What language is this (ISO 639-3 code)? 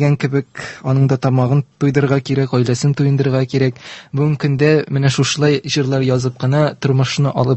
tat